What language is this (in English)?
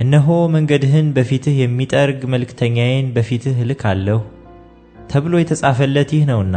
Amharic